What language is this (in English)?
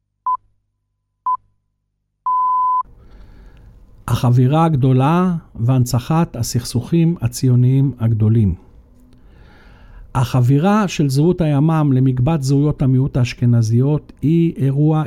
Hebrew